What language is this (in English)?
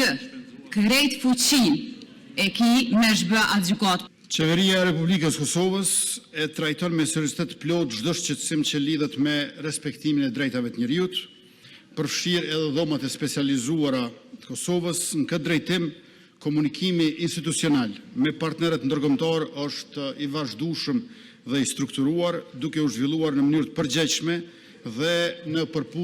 Albanian